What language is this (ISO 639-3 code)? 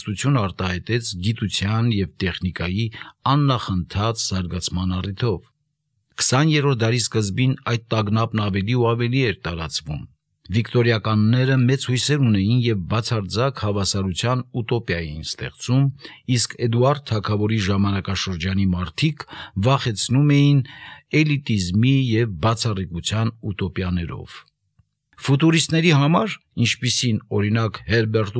hye